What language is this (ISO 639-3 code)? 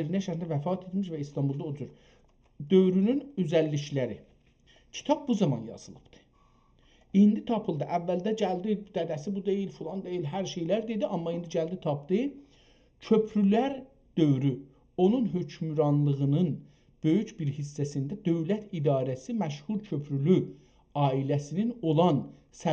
azb